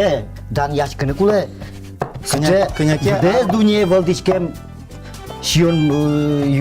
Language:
Udmurt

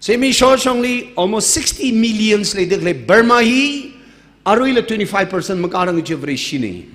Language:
Tangkhul Naga (India)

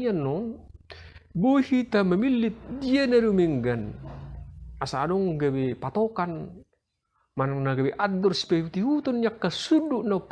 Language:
Batak Toba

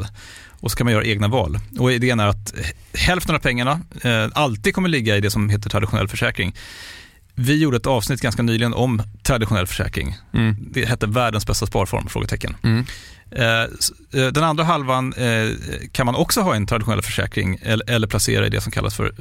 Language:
Swedish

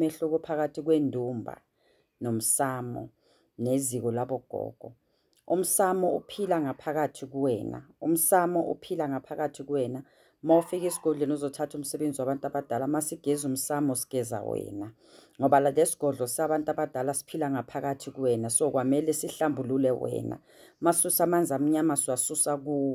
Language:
Zulu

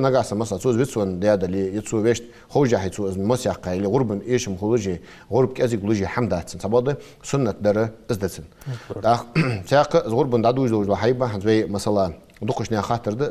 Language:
Ingush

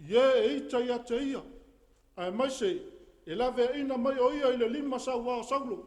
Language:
Samoan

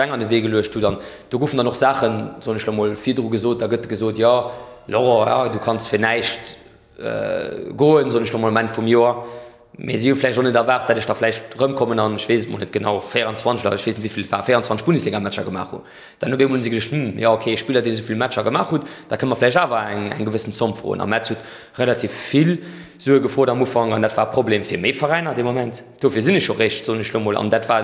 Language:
Luxembourgish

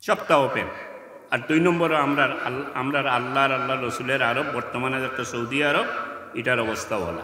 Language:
Sylheti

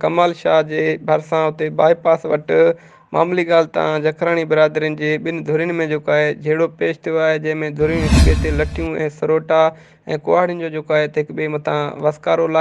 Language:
Sindhi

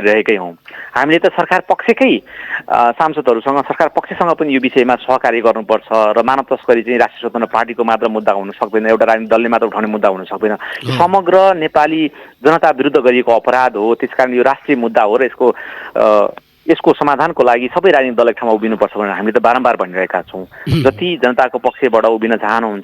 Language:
Nepali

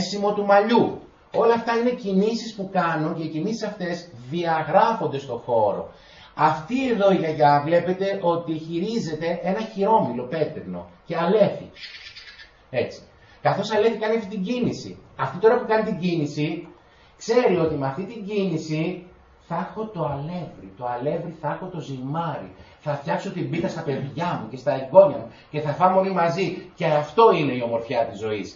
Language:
Greek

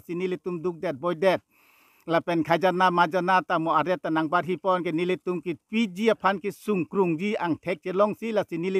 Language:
Karbi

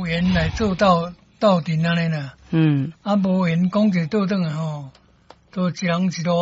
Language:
Min Nan Chinese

